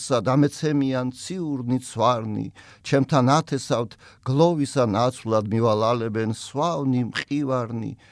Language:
Georgian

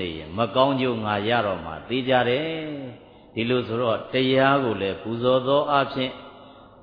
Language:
Burmese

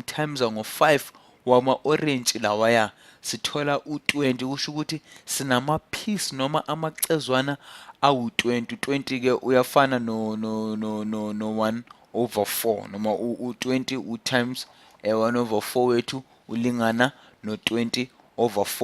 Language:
Zulu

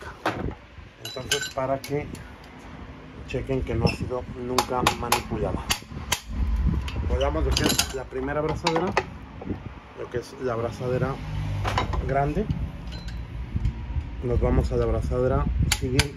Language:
Spanish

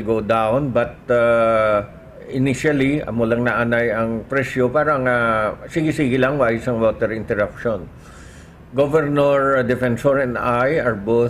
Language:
Hiligaynon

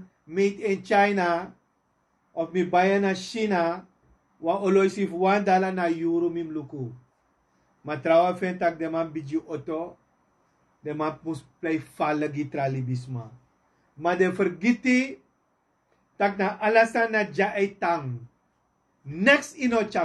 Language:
Sranan Tongo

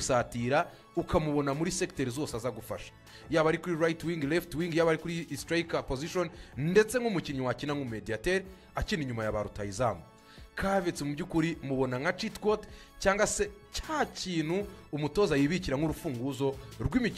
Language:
Kinyarwanda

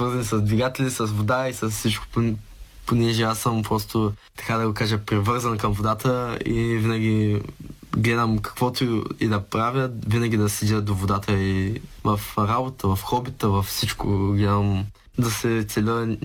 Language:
Bulgarian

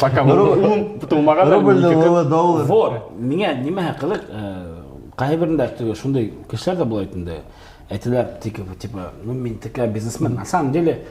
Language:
Bashkir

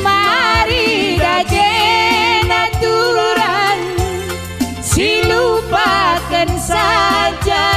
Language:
Batak Karo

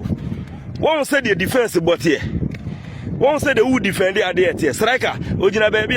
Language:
Akan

